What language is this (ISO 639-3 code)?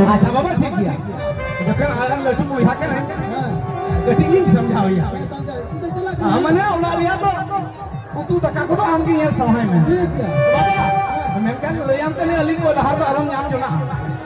sat